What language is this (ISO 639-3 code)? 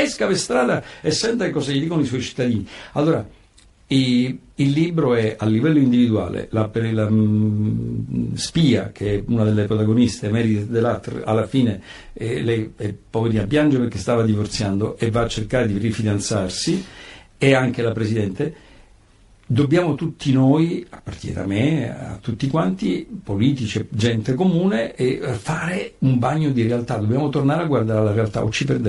ita